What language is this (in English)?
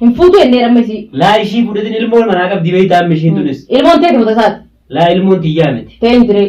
Oromo